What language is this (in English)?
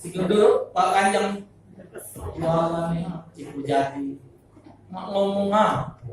Musi